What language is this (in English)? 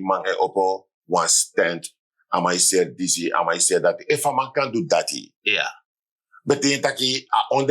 Sranan Tongo